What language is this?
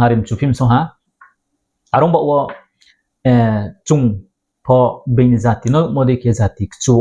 Riang (India)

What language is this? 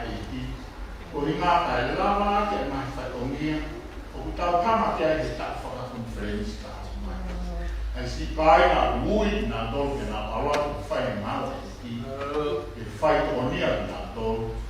Tongan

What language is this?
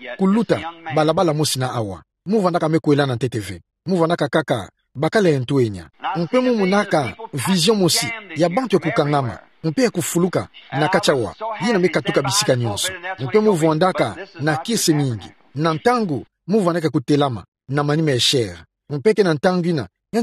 Kituba (Democratic Republic of Congo)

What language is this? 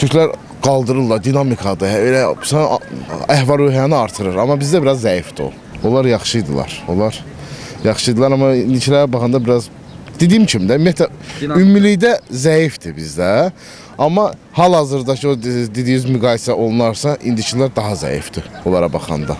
Azerbaijani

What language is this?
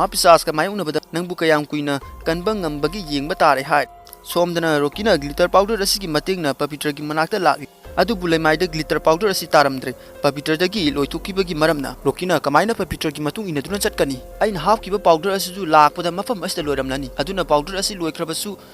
Manipuri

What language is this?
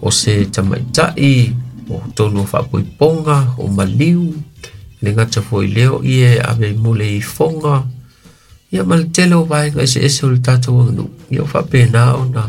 Samoan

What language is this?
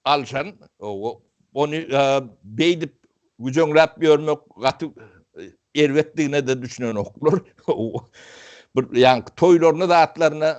Turkmen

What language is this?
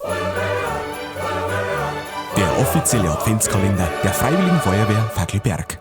Bavarian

